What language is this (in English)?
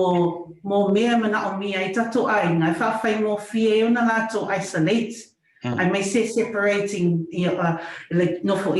Samoan